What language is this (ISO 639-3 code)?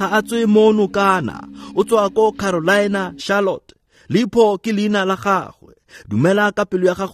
tsn